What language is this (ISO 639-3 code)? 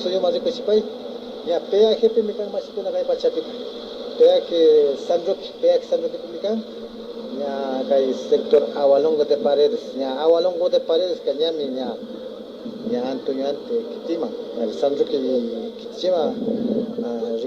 qvi